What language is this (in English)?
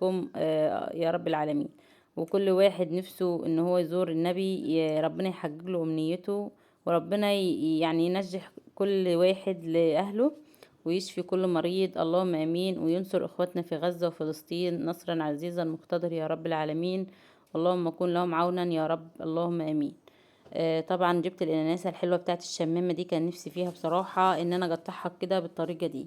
Egyptian Arabic